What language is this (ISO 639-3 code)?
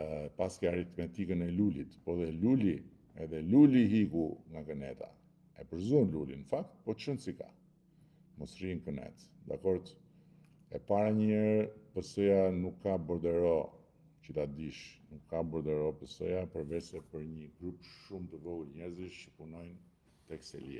sqi